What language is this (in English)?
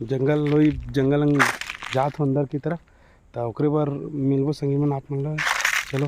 Chhattisgarhi